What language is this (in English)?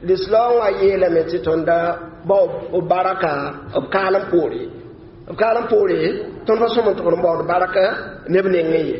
Mossi